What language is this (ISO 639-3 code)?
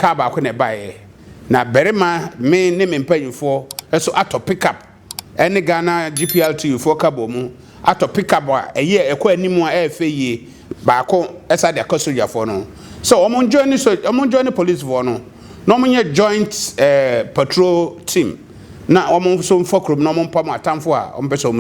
aka